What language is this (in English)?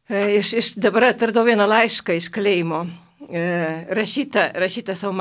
Lithuanian